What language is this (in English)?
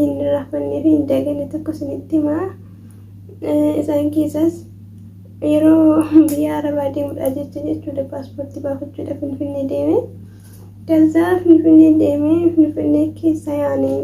Oromo